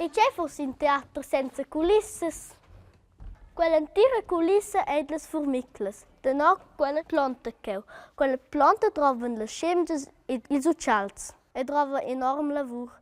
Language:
Romansh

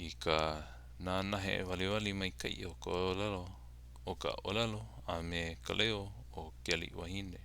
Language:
Hawaiian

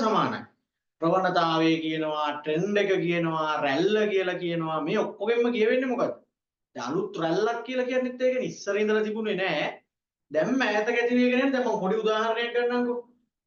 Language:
Sinhala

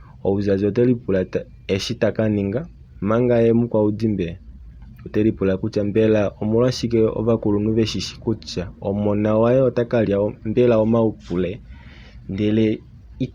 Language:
Kuanyama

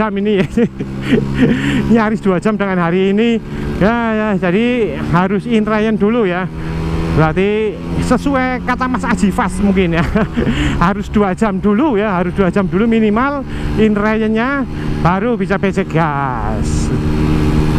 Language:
Indonesian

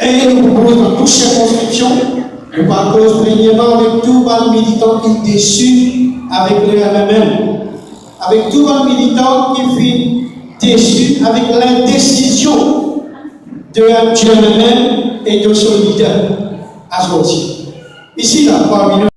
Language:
Morisyen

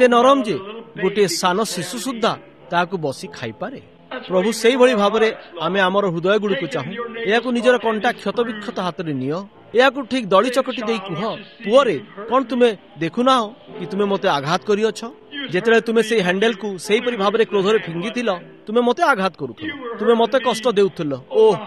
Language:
Odia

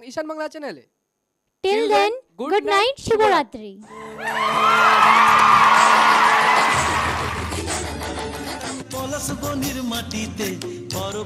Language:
Bangla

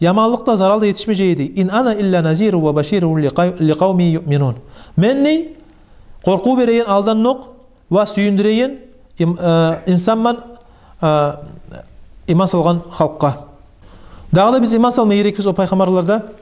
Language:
Kumyk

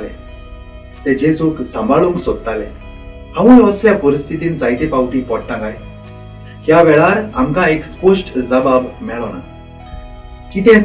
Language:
Konkani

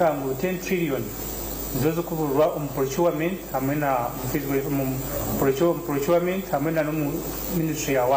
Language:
Nyankole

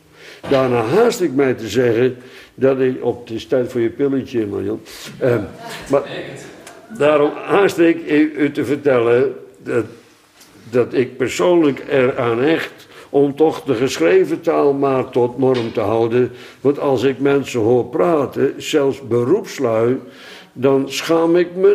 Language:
Dutch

